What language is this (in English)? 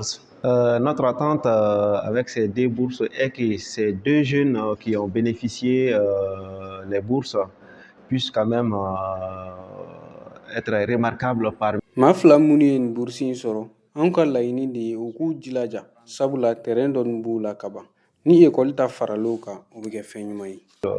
Bambara